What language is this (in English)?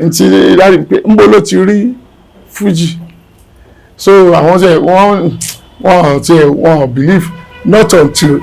Yoruba